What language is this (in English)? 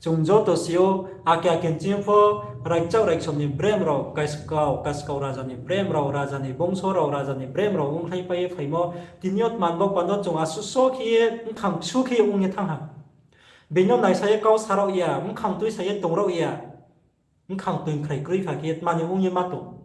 Riang (India)